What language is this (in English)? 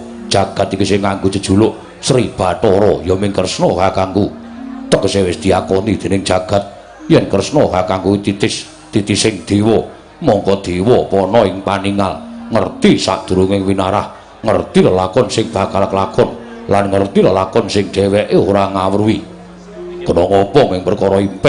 Javanese